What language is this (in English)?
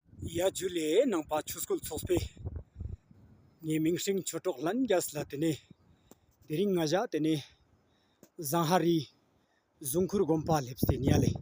Ladakhi